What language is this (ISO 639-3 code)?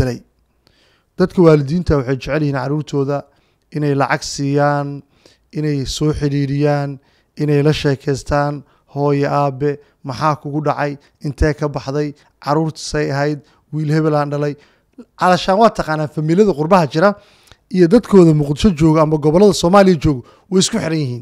som